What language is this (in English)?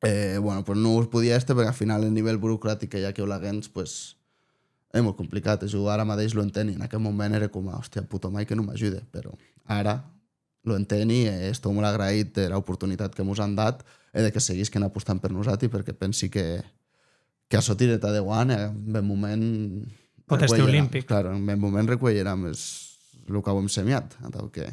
Occitan